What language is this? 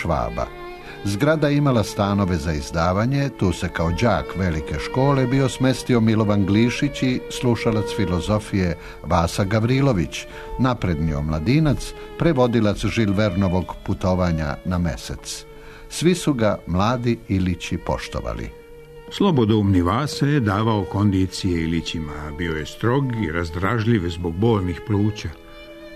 Serbian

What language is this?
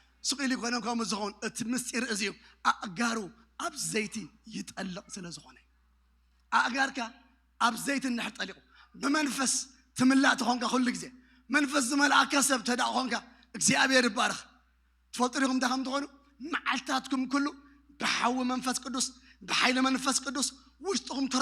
Tigrinya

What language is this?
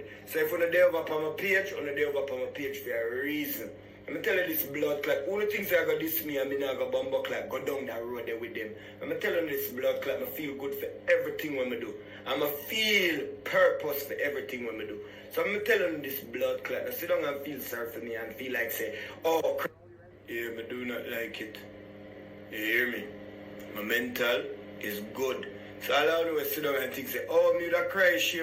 Jamaican Creole English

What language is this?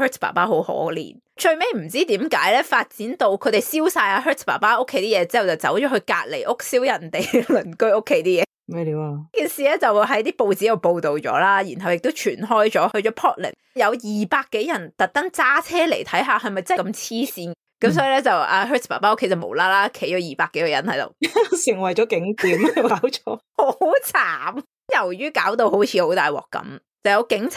Cantonese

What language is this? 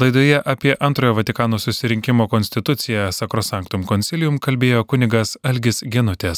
Lithuanian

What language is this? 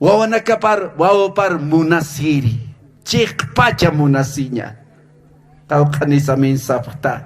Aymara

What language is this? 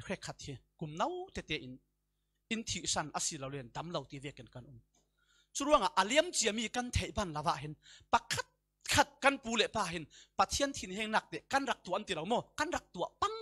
Falam Chin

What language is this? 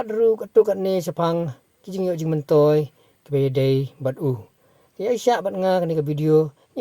Khasi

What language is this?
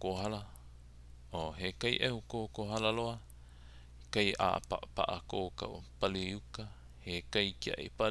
Hawaiian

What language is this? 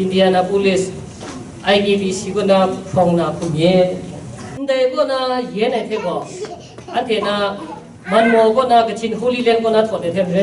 Kachin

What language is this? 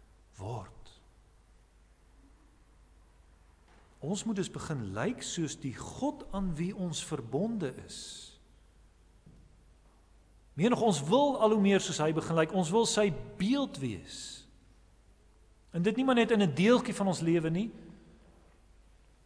Afrikaans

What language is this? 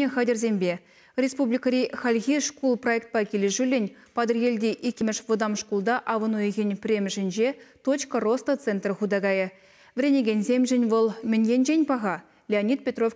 Chuvash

